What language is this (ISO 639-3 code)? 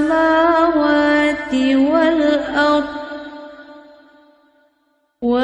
ara